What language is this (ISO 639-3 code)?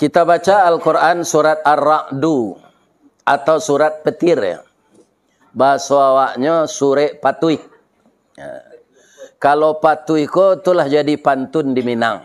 min